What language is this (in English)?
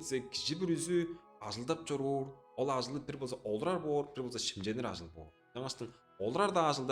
Tuvinian